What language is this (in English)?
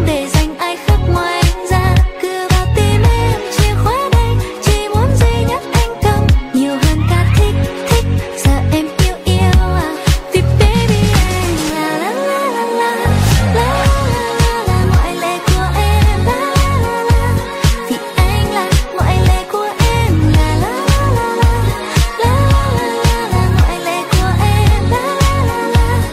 Vietnamese